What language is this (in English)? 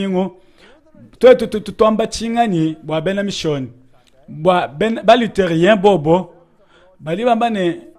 Luba-Lulua